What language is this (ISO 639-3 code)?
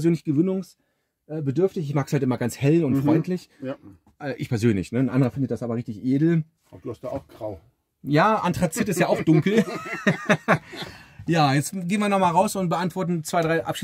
deu